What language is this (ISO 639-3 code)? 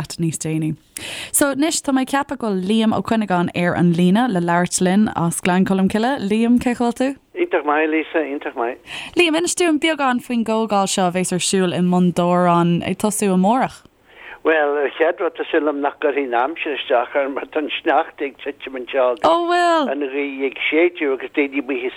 gle